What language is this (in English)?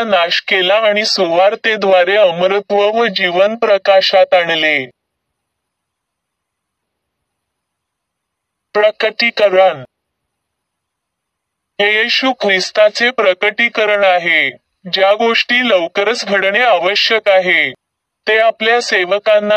Marathi